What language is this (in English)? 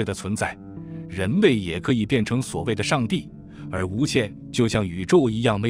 Chinese